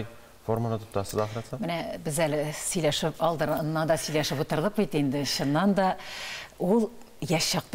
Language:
Tatar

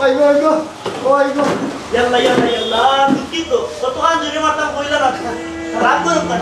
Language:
Sylheti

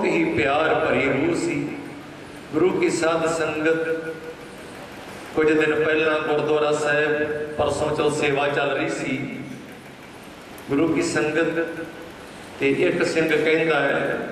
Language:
Punjabi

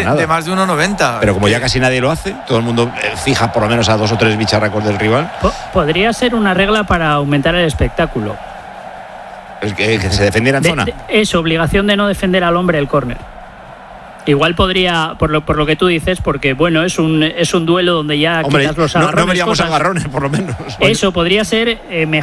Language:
Spanish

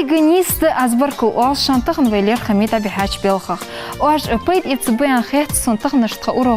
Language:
Ingush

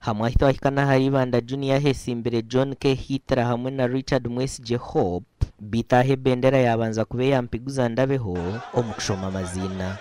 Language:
Nyankole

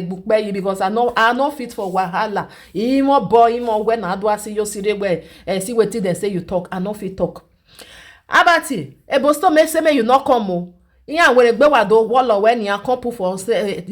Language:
Nigerian Pidgin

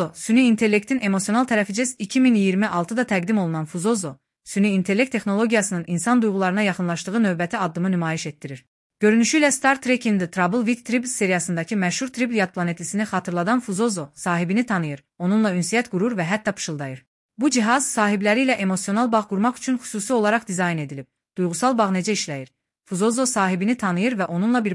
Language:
Azerbaijani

